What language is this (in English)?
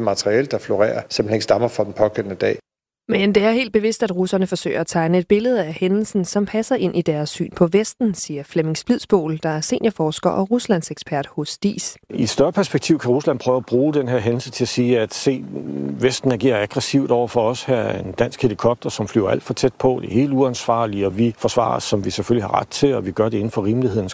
Danish